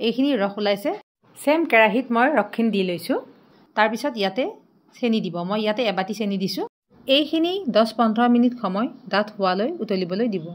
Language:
Assamese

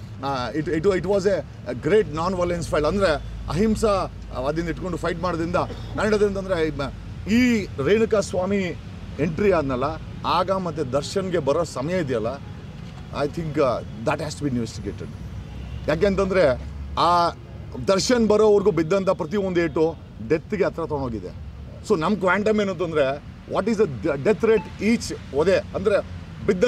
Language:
Kannada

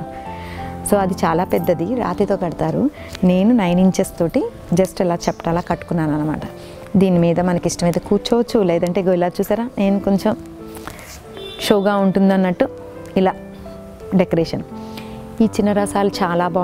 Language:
Telugu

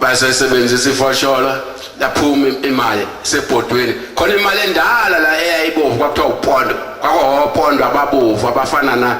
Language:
Zulu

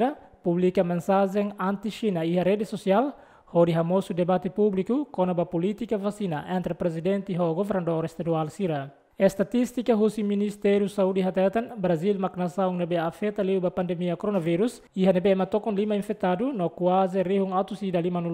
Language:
Tetum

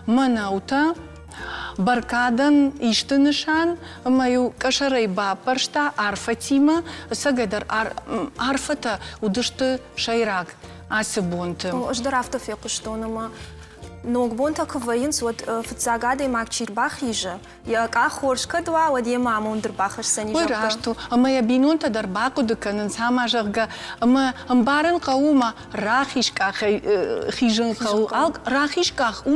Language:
Ossetic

